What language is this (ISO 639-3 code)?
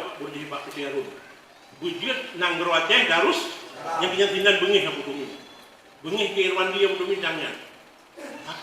ace